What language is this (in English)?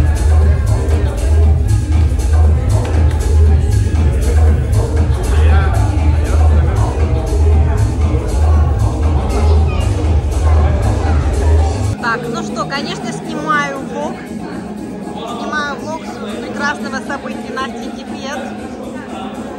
Russian